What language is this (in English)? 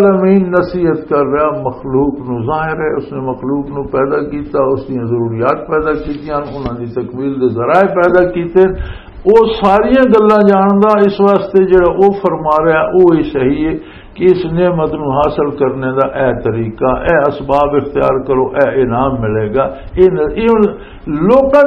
Western Panjabi